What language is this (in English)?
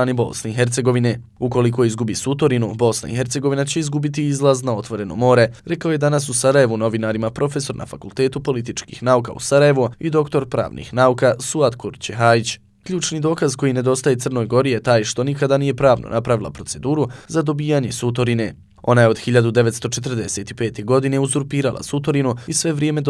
Bosnian